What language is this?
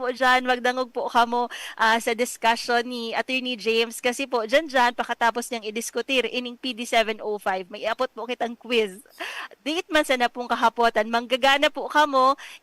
Bikol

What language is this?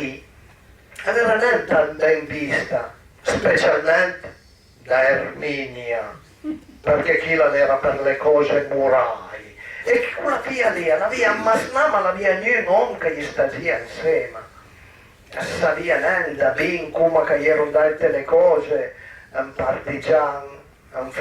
Piedmontese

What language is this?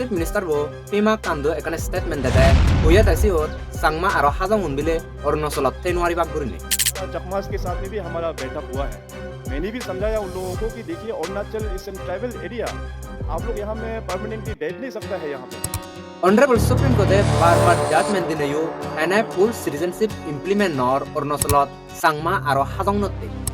Chakma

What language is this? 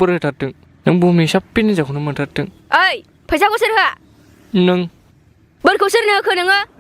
Bodo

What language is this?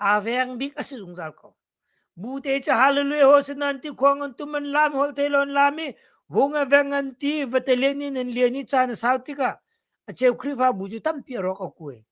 Hakha Chin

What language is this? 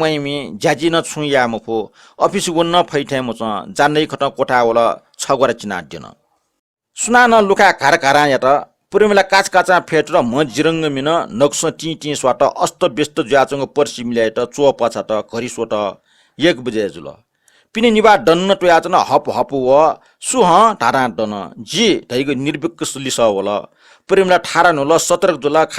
Newari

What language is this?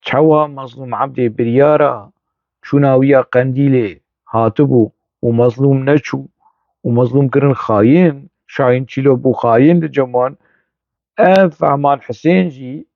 Kurdish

